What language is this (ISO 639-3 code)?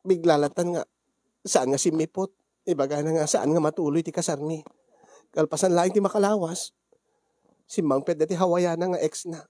ilo